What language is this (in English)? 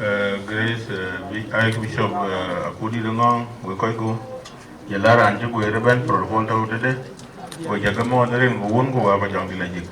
Dinka